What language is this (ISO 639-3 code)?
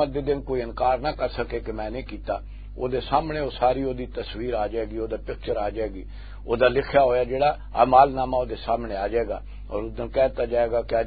lah